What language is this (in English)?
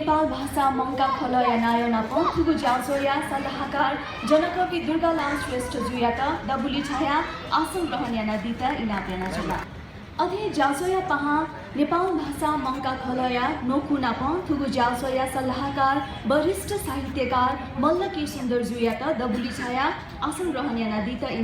Newari